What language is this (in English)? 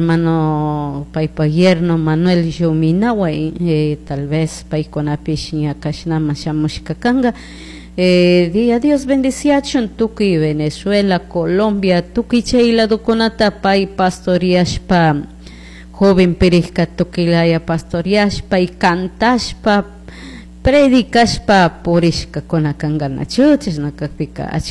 Chimborazo Highland Quichua